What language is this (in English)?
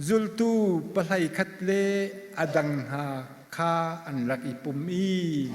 Hakha Chin